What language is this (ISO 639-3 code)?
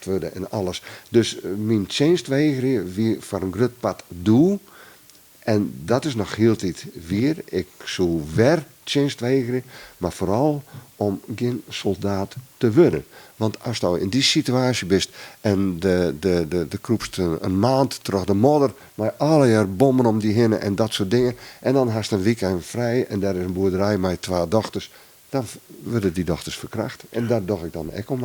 fry